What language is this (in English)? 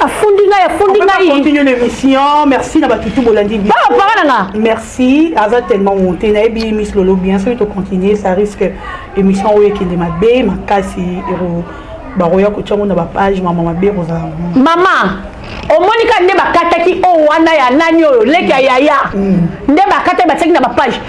Lingala